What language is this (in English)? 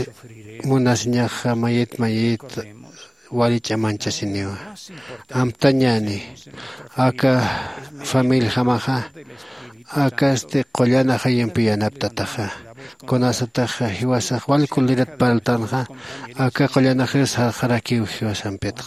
Aymara